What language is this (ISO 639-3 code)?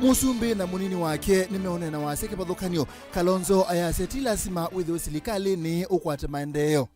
kam